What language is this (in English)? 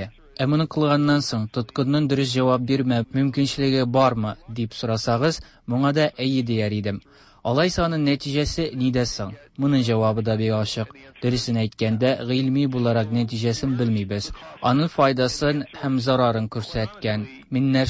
Tatar